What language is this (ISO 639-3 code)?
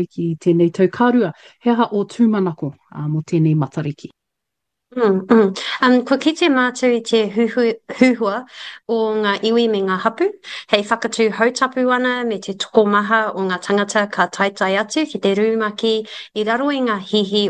mri